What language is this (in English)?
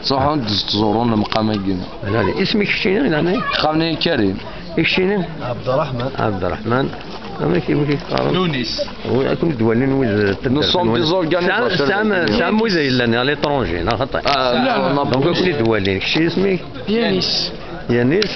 Kabyle